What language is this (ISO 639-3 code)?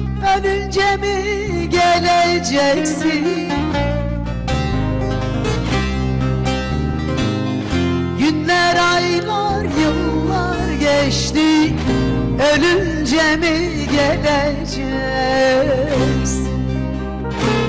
tur